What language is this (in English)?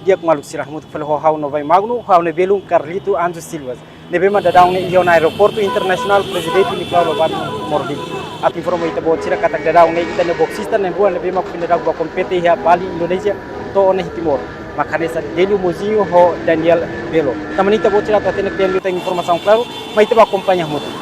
Tetum